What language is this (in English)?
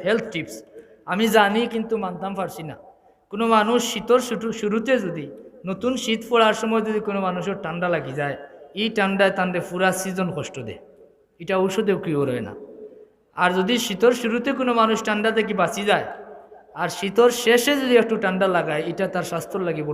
Sylheti